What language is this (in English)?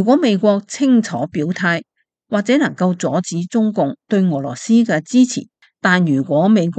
Cantonese